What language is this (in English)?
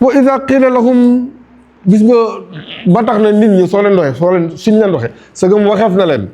Wolof